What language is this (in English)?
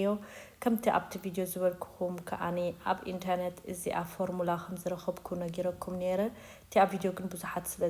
Tigrinya